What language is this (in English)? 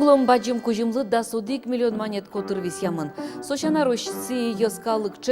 Udmurt